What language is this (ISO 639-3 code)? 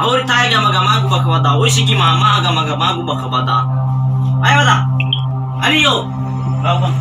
nia